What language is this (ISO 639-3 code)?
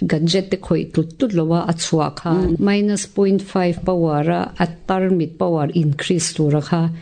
lus